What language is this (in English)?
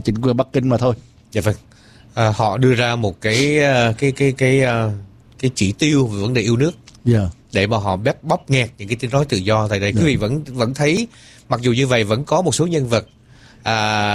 Vietnamese